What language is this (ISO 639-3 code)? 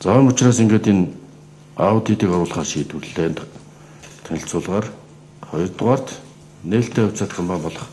mon